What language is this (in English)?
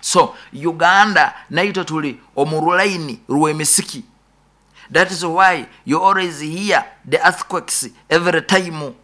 Nyoro